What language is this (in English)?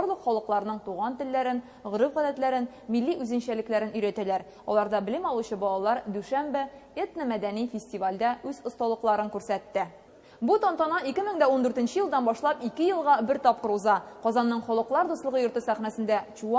Tatar